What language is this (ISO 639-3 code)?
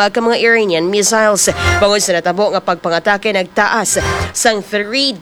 hil